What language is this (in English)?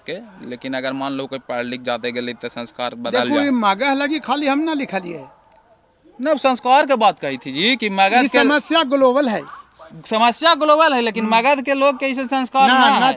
Magahi